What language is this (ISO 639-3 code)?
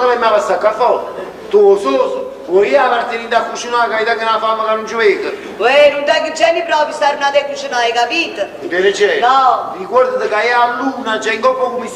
nap